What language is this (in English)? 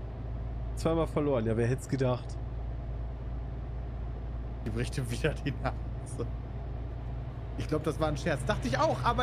German